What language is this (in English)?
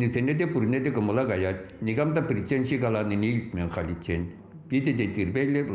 Chuvash